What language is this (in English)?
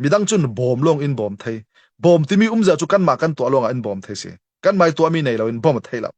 Falam Chin